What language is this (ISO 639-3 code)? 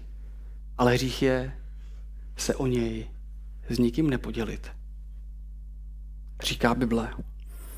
ces